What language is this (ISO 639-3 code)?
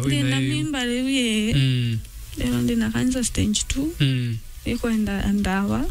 mer